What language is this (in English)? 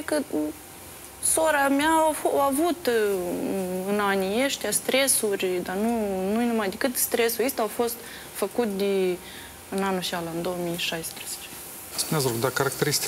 Romanian